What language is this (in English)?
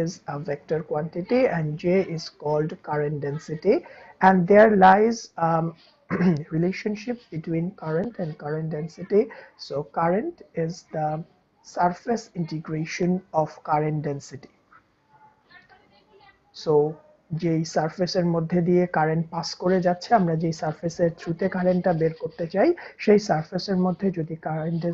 Bangla